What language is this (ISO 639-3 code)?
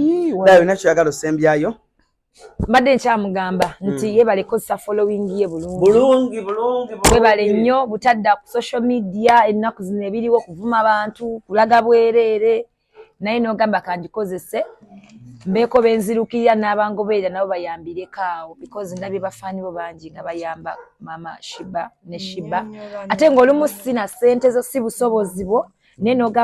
lug